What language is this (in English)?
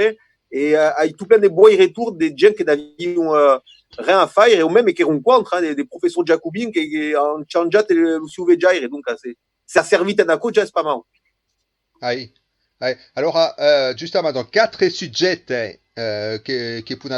Occitan